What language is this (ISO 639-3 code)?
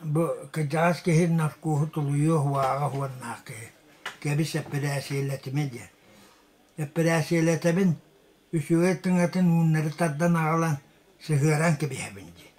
sah